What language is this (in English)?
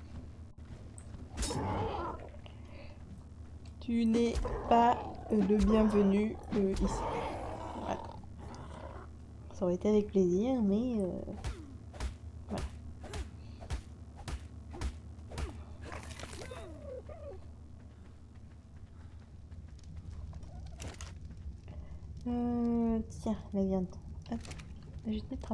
French